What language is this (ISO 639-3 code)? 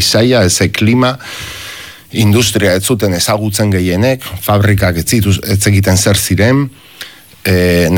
eus